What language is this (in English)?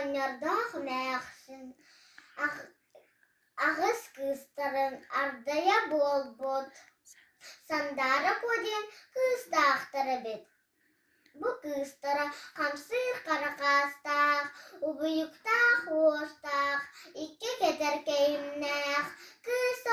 Yakut